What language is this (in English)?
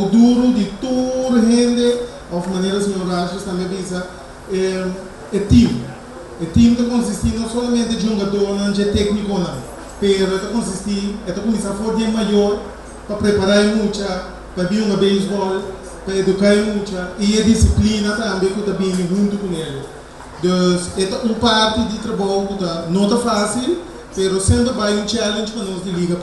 Papiamento